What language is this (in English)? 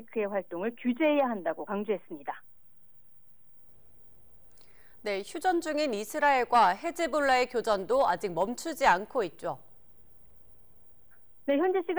Korean